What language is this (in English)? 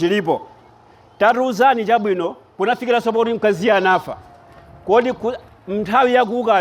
Nyanja